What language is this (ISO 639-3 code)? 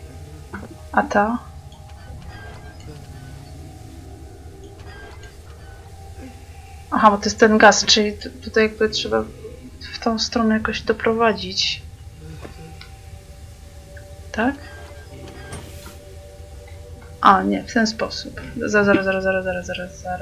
pol